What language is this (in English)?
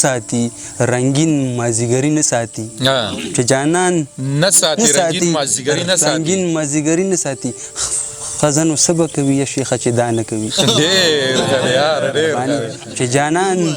Pashto